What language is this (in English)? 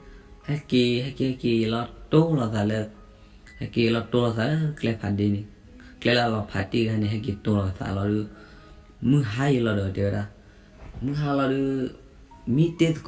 S'gaw Karen